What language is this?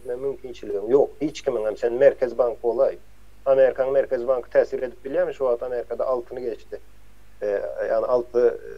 Turkmen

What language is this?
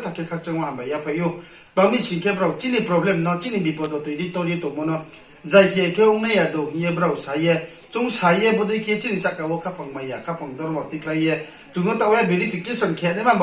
Riang (India)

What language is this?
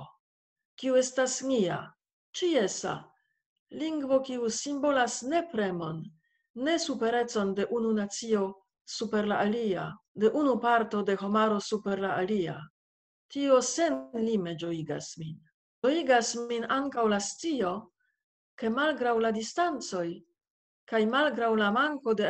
Esperanto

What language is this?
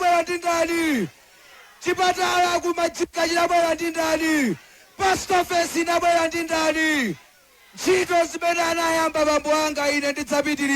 Nyanja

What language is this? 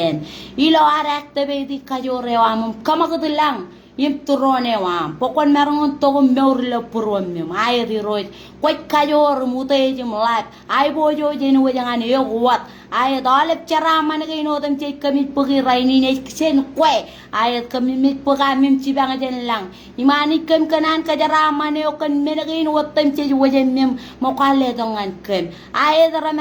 Marshallese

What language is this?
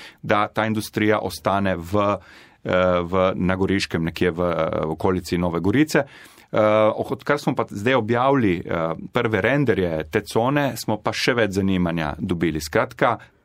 Slovenian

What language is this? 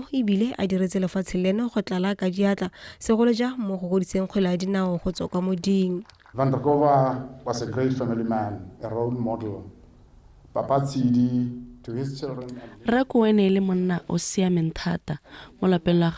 Tswana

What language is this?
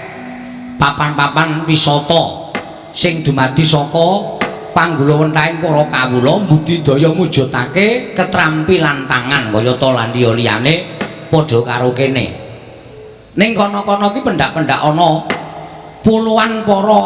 Javanese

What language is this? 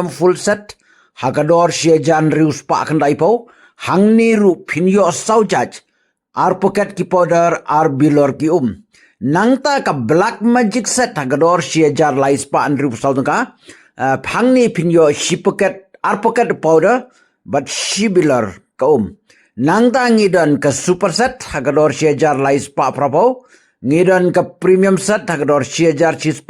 Khasi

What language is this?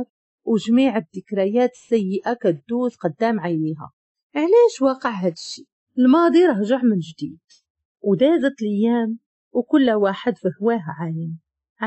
Moroccan Arabic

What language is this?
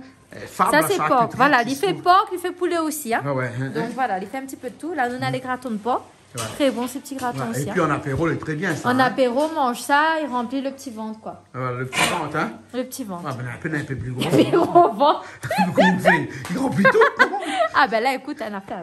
Réunion Creole French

